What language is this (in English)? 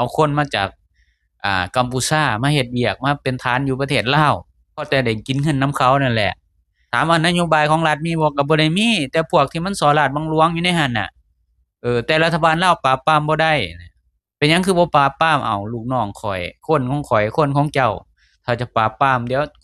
Lao